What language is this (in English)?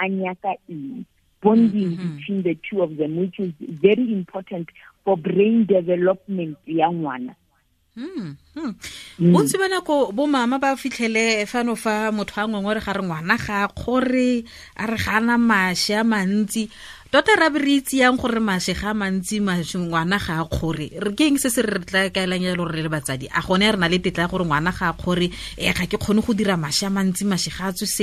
Tswana